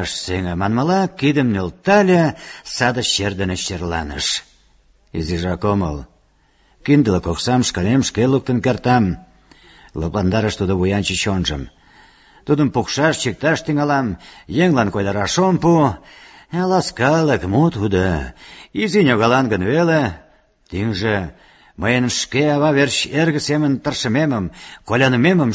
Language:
Mari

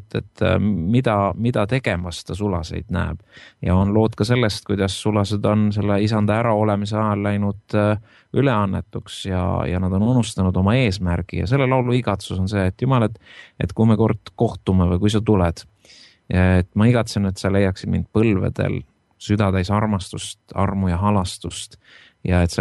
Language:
Estonian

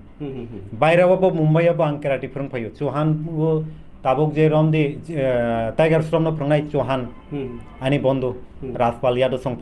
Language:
Kok Borok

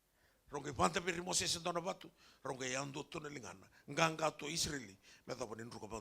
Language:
Fijian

